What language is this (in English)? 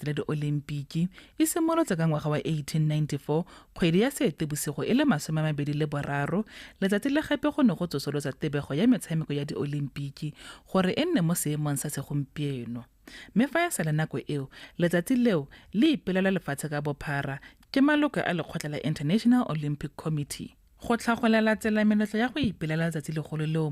Tswana